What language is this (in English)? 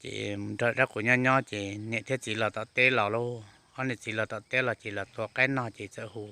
Hmong